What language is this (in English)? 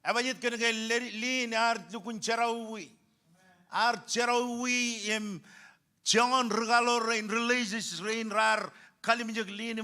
Marshallese